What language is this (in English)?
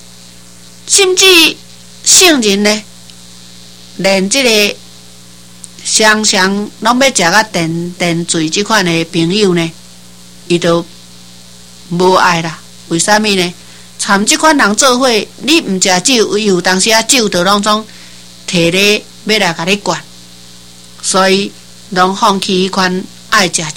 Min Nan Chinese